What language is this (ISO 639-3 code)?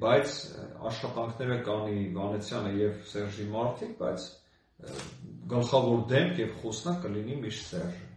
hye